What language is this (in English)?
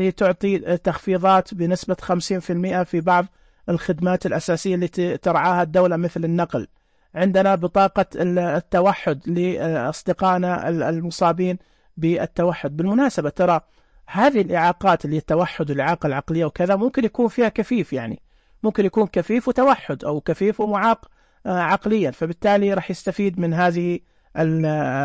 Najdi Arabic